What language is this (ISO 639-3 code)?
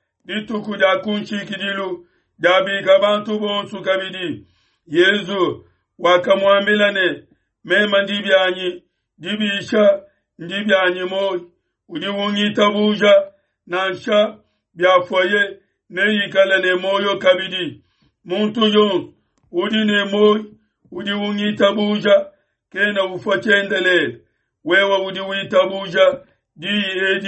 lua